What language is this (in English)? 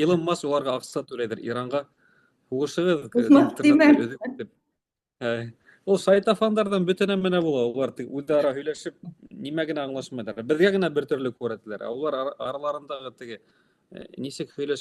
Bashkir